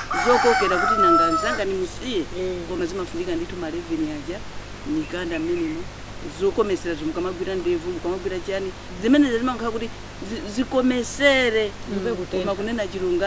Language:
Nyanja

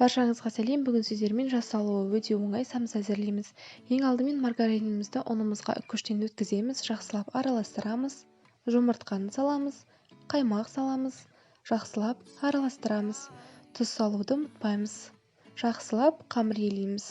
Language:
Kazakh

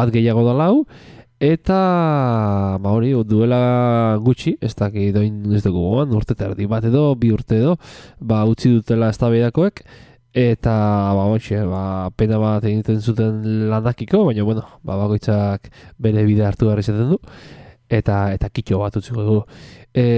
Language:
Basque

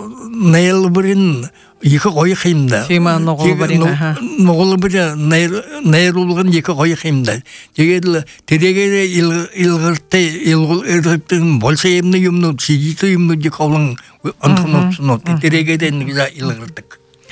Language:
Buriat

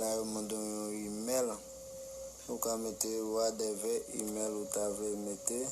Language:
Haitian Creole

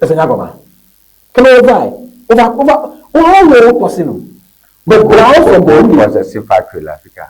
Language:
Ewe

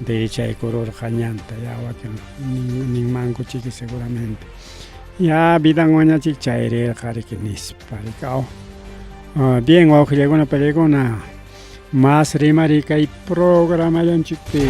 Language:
Ayacucho Quechua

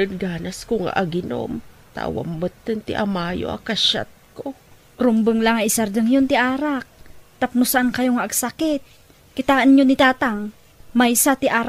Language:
Iloko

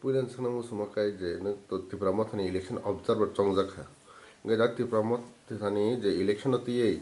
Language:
Kok Borok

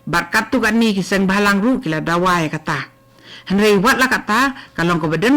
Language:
Khasi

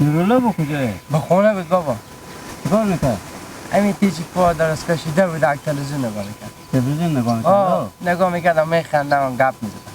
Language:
Hazaragi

